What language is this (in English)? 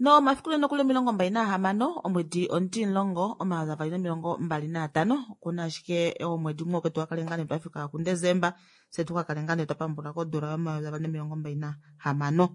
Kuanyama